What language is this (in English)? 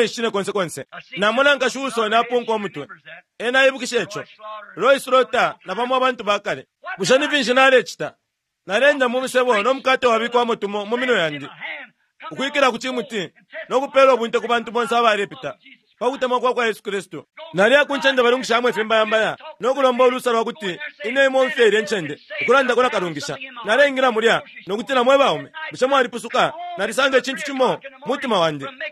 Bemba